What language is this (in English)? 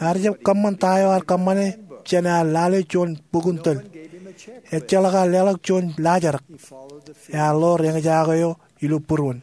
Marshallese